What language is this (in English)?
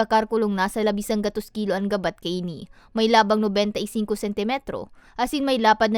Bikol